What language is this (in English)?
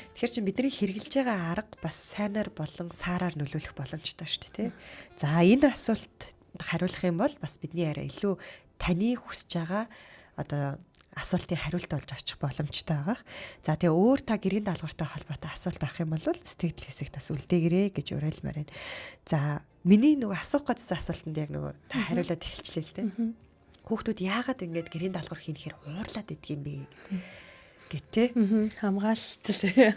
Mongolian